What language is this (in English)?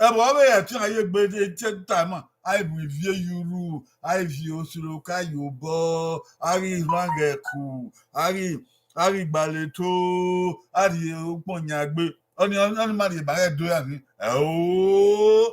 Bini